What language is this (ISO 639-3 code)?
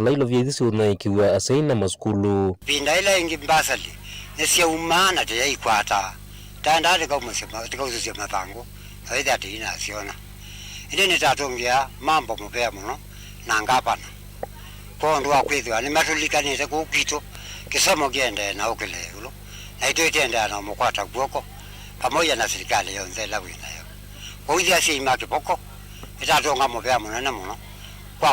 kam